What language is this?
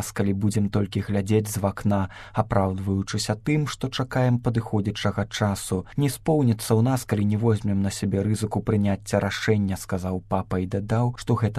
Belarusian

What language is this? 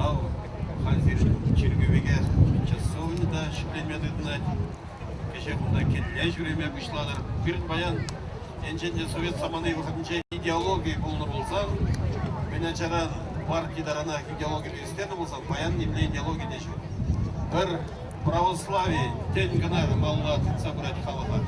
Chuvash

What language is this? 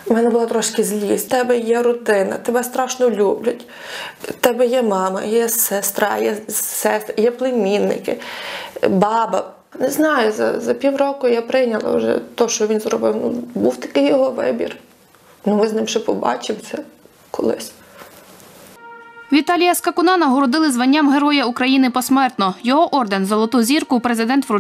Ukrainian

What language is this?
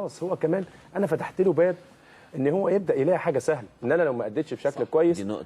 Egyptian Arabic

